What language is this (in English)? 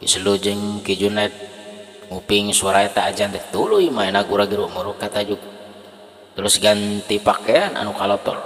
Sundanese